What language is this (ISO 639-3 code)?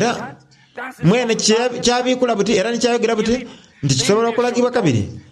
xog